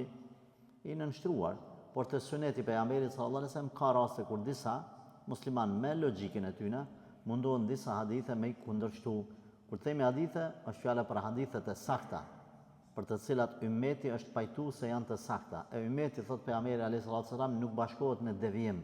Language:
Albanian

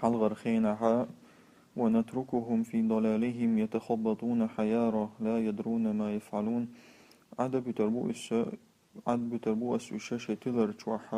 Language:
Chechen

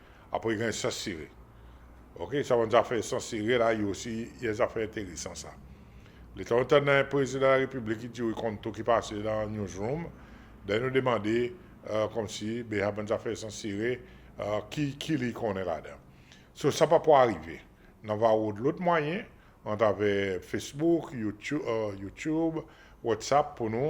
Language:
Seselwa Creole French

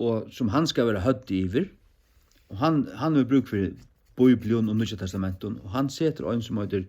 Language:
Faroese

